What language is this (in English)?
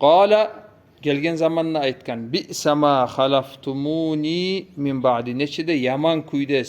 Kumyk